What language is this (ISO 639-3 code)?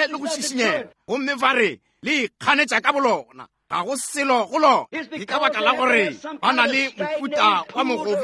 nso